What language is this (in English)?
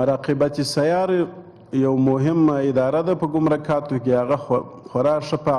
Pashto